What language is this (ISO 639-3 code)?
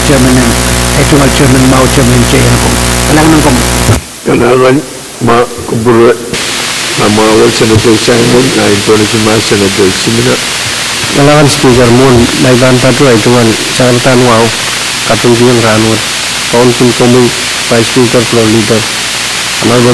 pon